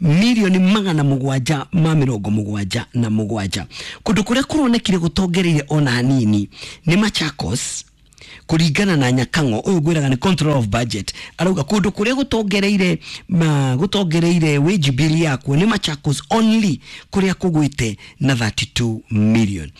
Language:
Kikuyu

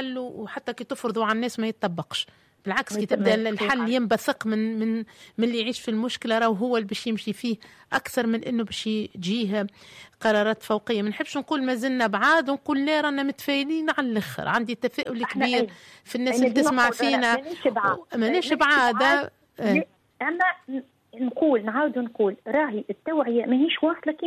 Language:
Tunisian Arabic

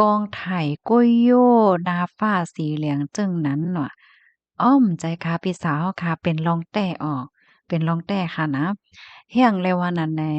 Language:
Shan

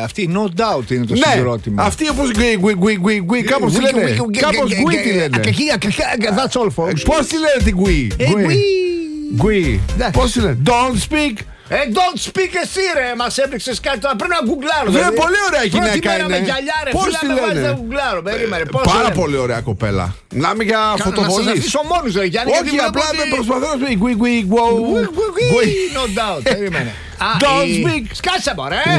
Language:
Greek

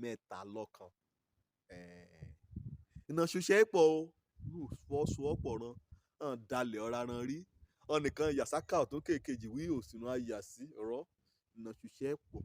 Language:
Yoruba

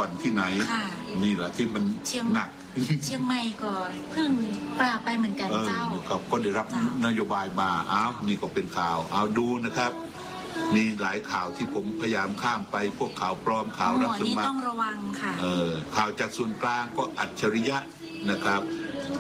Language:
Thai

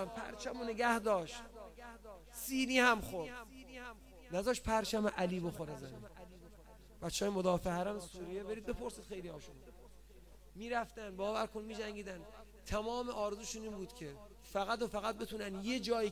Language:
Persian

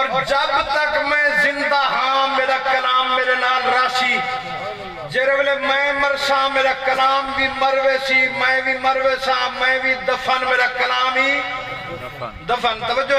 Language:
Saraiki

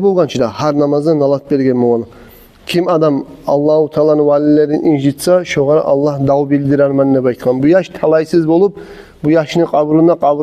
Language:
Kumyk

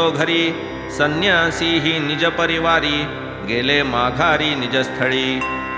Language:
Marathi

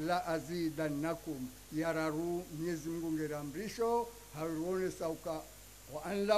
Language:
Ngazidja Comorian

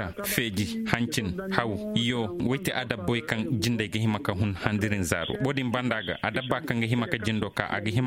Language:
Zarma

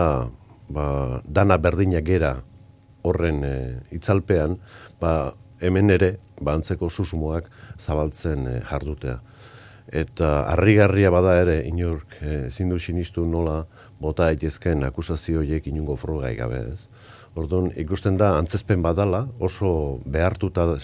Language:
Basque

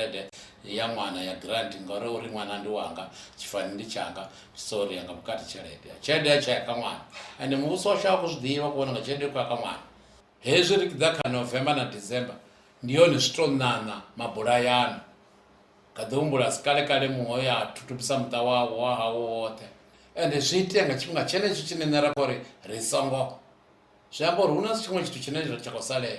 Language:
Venda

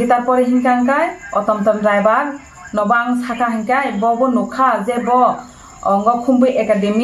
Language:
Kok Borok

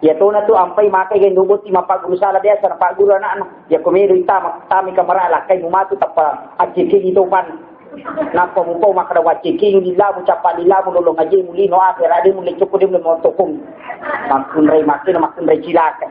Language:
Buginese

